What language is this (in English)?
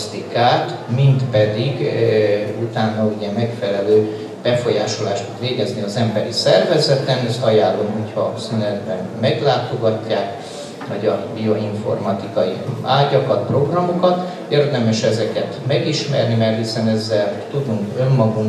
Hungarian